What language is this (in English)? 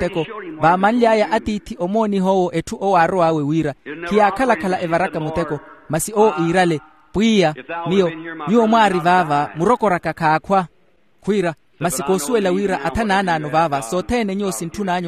Makhuwa